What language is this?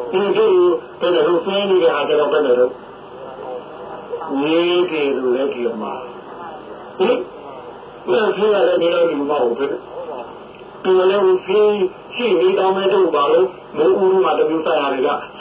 Burmese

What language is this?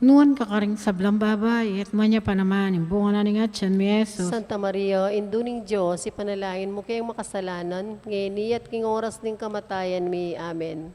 Pampanga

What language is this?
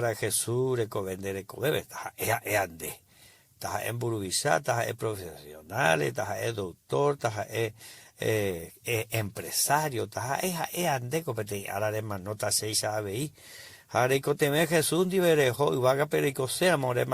Guarani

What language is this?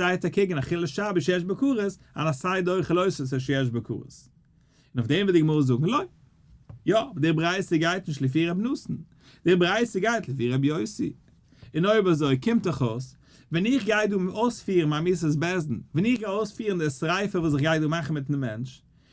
Yiddish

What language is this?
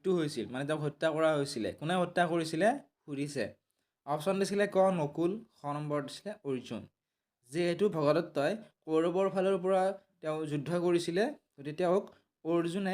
Assamese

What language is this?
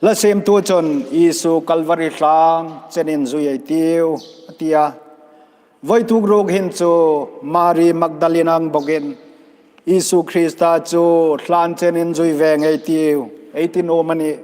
Hmar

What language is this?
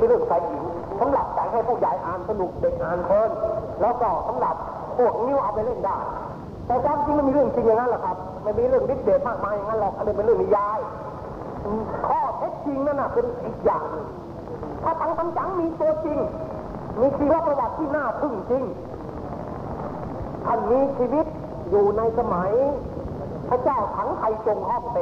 Thai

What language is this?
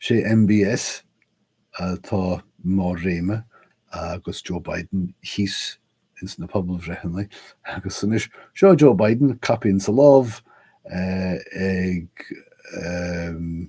Irish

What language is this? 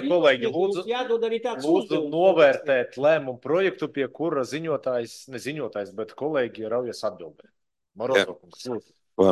Latvian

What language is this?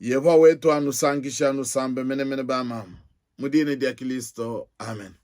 Luba-Lulua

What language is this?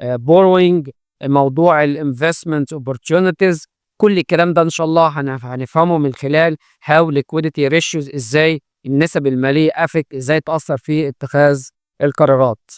Egyptian Arabic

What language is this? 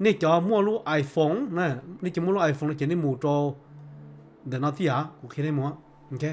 Hmong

